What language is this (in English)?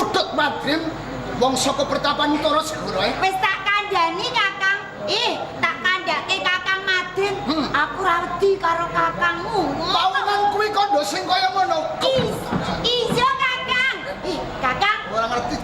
Javanese